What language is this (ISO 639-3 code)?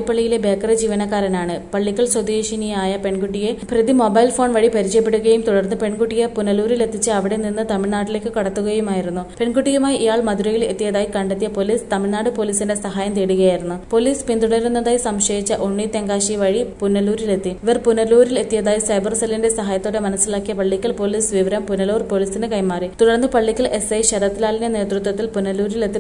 mal